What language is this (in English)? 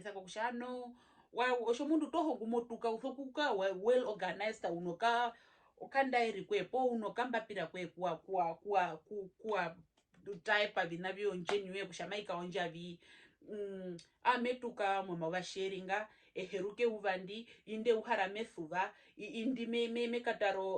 Herero